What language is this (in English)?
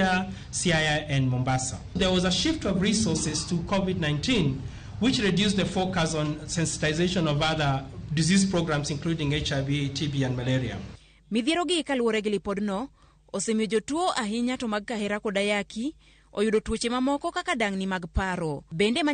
Luo (Kenya and Tanzania)